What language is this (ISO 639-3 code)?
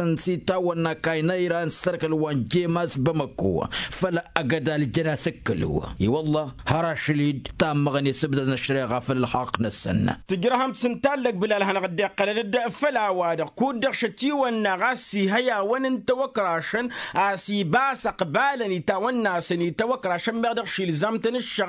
taq